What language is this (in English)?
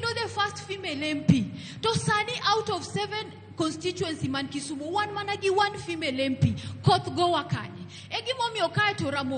Luo (Kenya and Tanzania)